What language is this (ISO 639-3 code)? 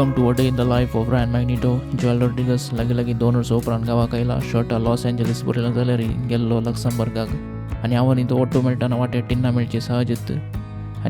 kok